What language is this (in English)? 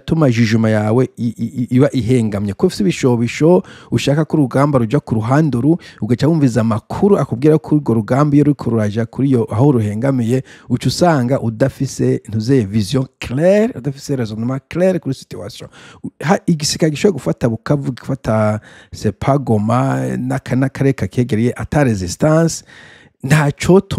Rundi